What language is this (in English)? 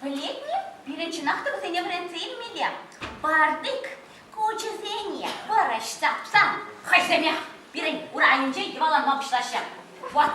Chuvash